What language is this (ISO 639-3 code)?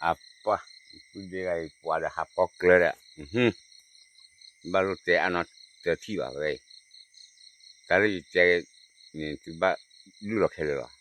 ksw